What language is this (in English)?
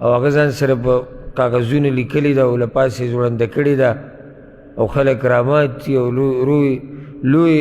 Pashto